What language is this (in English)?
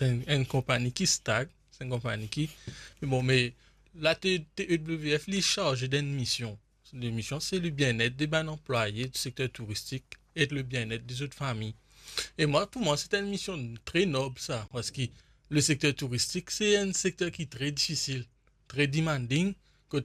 Morisyen